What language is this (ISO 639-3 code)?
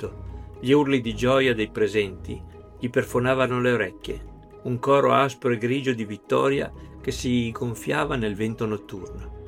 ita